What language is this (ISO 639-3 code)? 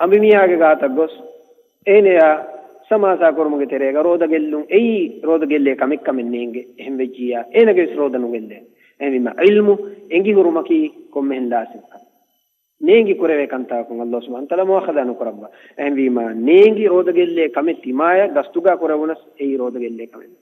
div